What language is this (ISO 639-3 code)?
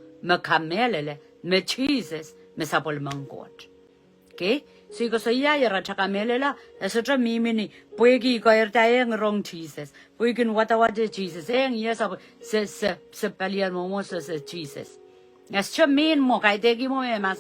pon